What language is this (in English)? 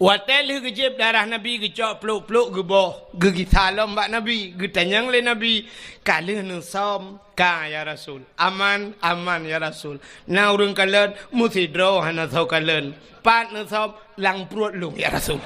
Achinese